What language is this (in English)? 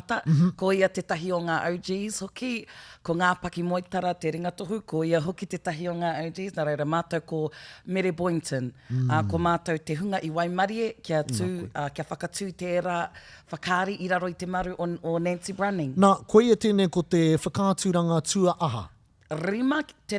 Māori